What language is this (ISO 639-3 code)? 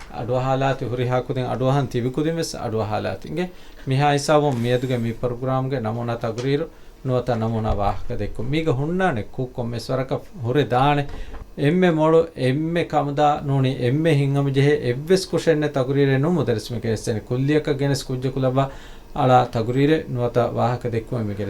div